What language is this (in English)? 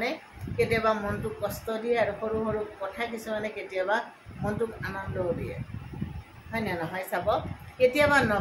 Assamese